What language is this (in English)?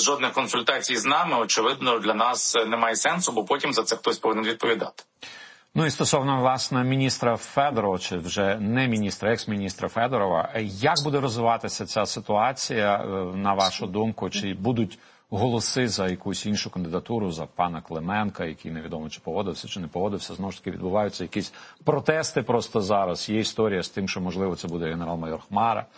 Ukrainian